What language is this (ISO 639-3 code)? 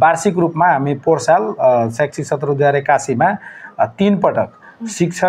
nep